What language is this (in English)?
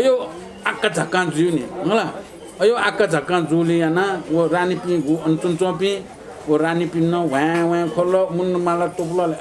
Newari